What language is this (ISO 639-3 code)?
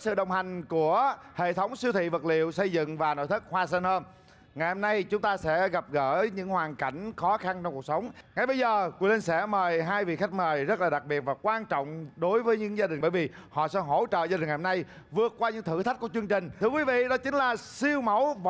vie